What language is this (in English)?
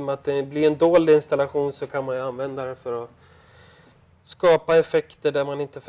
Swedish